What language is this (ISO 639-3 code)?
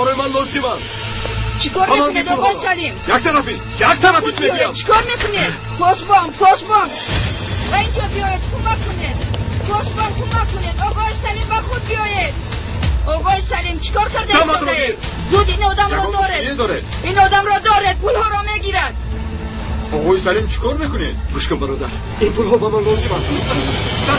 tgk